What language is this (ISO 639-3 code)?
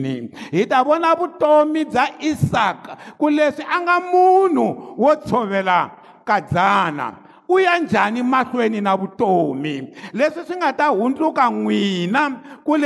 tso